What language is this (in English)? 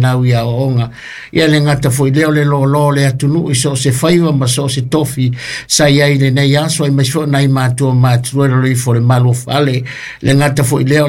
Samoan